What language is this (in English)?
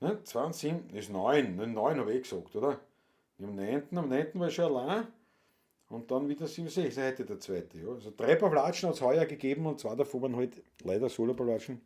Bavarian